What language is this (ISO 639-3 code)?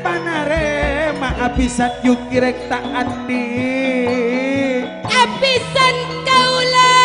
mad